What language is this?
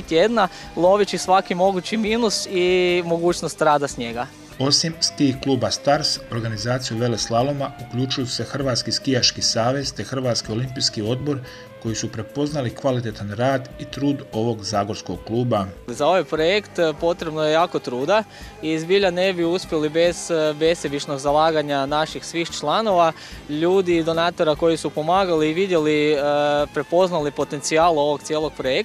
Croatian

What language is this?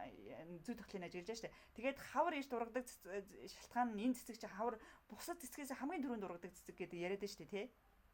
Mongolian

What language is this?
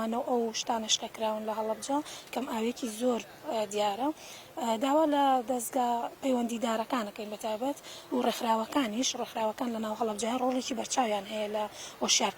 Central Kurdish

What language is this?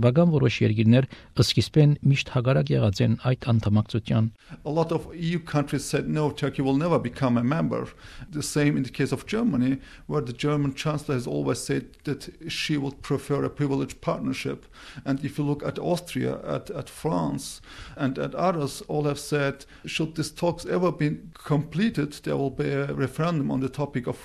Armenian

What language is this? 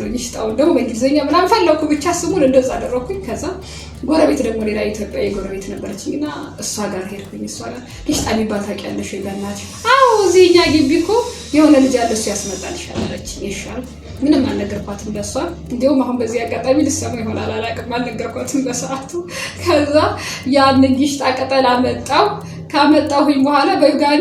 Amharic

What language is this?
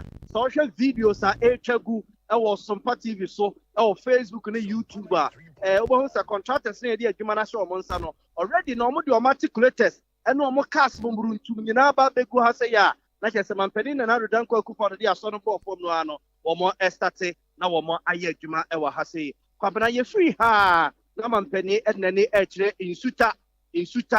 Akan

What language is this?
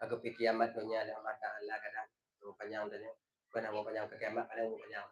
Achinese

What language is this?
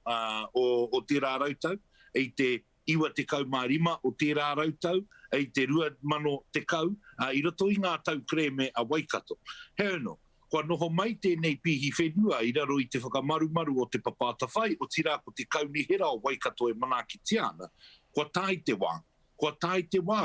Māori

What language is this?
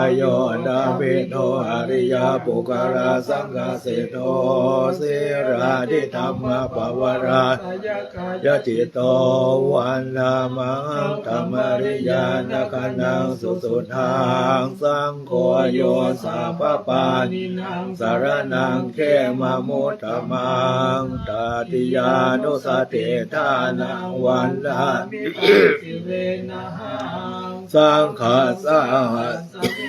Pali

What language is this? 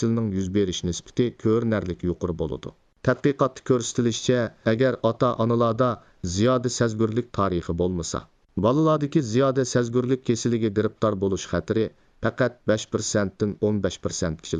Uyghur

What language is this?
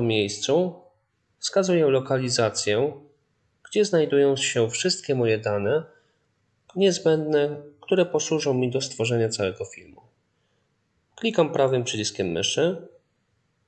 Polish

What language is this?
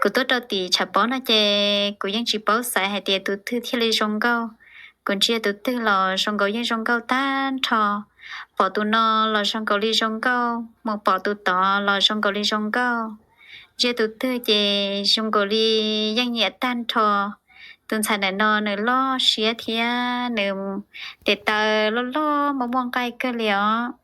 Hmong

